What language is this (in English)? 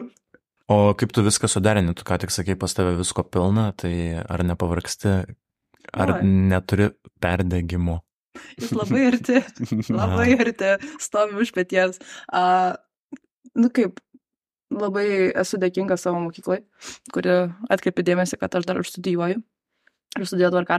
Lithuanian